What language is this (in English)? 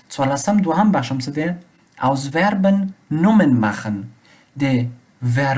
Pashto